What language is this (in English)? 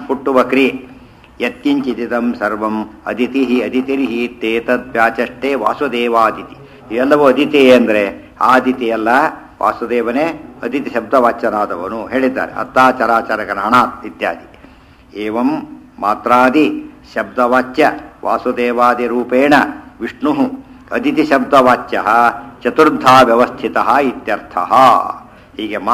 Kannada